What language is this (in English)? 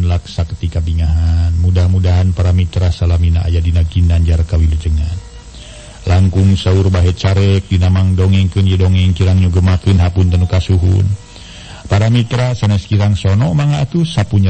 Sundanese